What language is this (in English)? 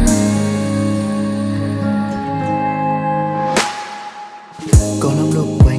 Vietnamese